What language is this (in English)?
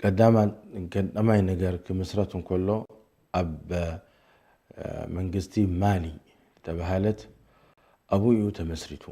Tigrinya